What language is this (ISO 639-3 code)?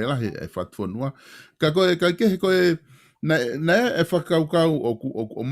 ton